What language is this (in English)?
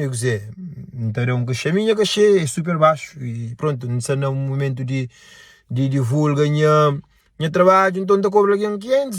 Kabuverdianu